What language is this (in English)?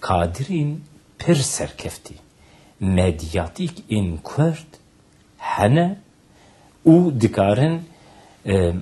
Kurdish